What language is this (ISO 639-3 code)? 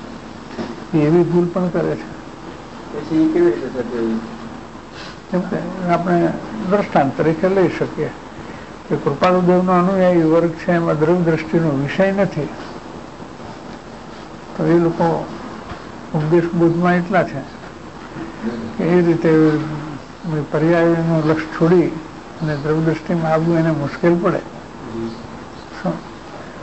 guj